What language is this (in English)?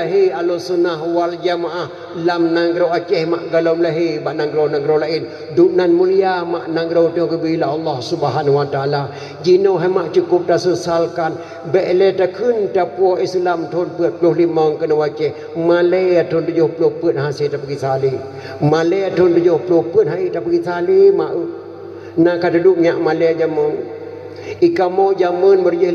Achinese